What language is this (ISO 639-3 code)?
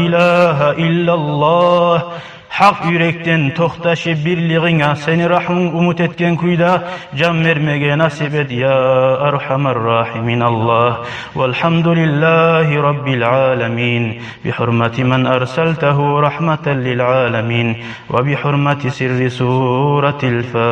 kum